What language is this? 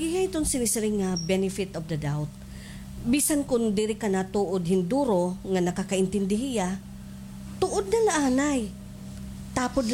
Waray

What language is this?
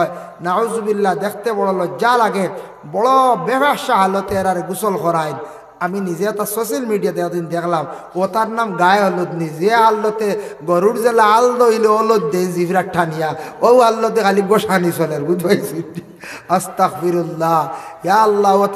Sylheti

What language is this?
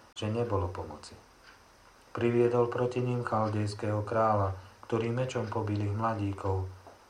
Slovak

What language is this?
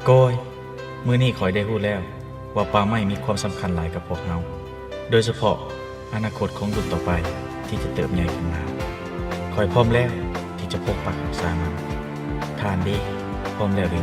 Lao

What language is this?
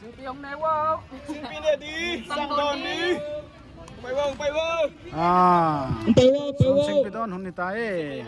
Paite Chin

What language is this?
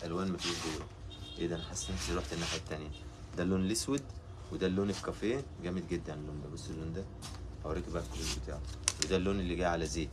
Egyptian Arabic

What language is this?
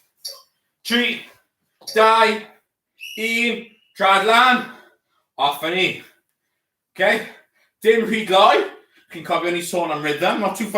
Welsh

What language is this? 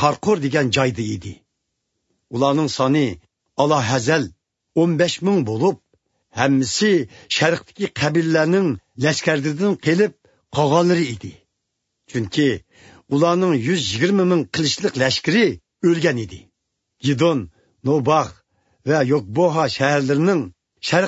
Uyghur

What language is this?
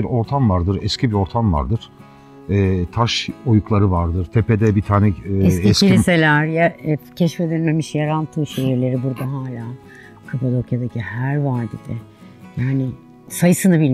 Turkish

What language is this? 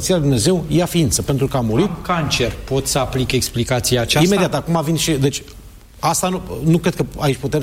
Romanian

